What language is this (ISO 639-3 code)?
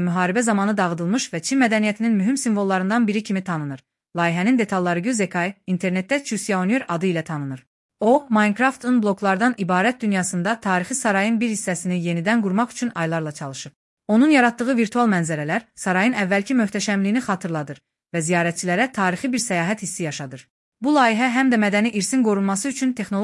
aze